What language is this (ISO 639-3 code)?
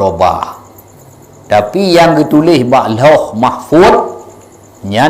ace